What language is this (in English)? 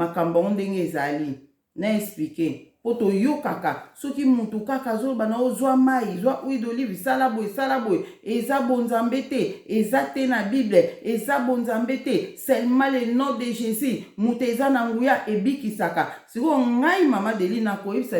Lingala